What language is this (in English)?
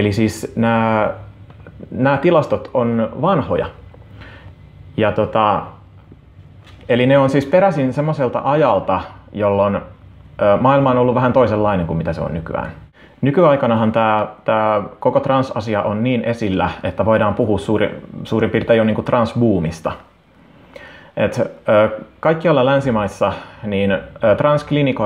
Finnish